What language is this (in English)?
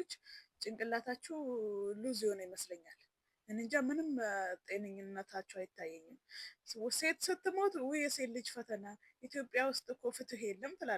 Amharic